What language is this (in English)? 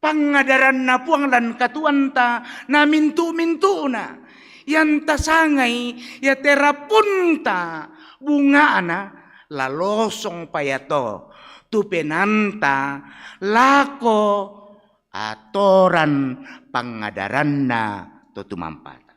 Toraja-Sa'dan